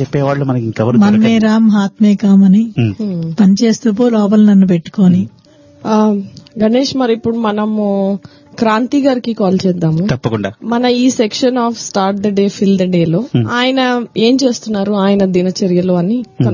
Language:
Telugu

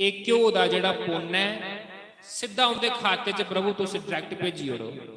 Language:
Dogri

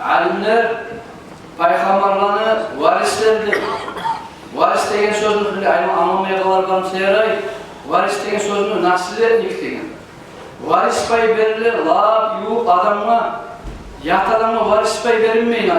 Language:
Kumyk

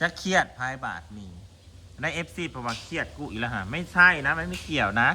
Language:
Northeastern Thai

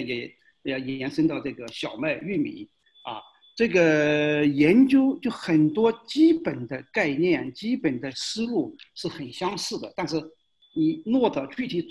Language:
Chinese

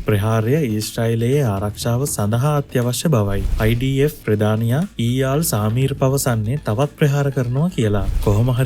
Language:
Sinhala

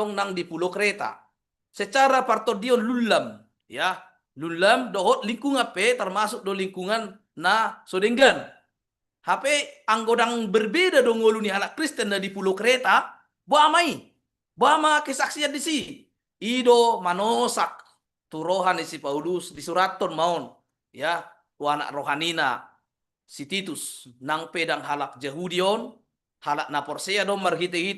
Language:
Batak Toba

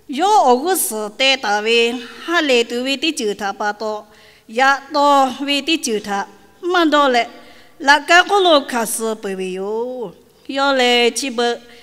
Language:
Lahu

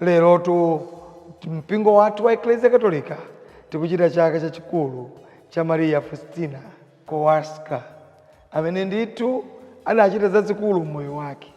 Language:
Nyanja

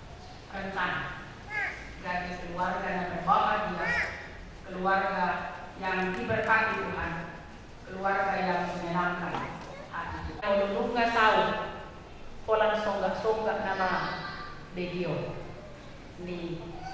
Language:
Batak Toba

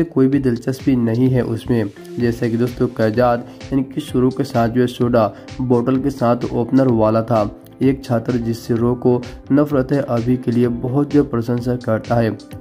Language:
Hindi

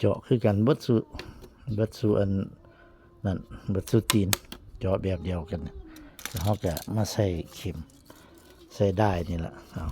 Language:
Northeastern Thai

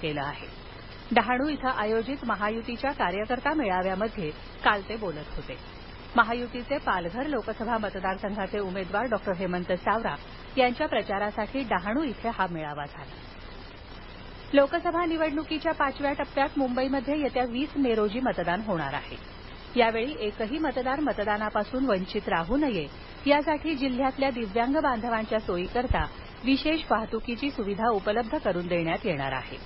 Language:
Marathi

